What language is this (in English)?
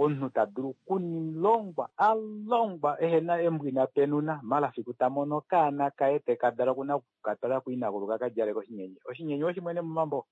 Kuanyama